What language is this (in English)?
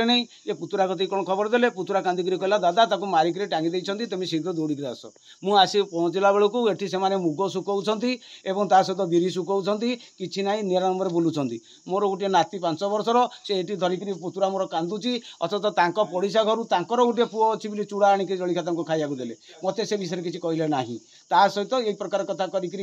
Odia